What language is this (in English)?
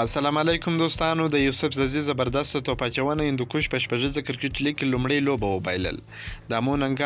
Pashto